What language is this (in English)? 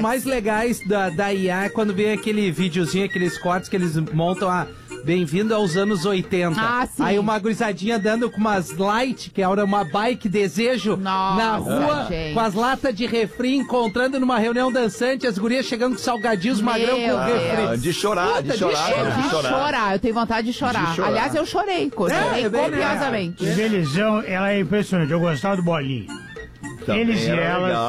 Portuguese